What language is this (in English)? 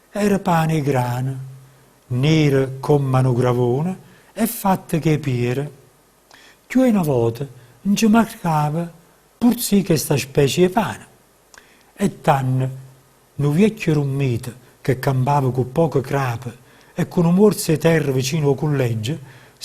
Neapolitan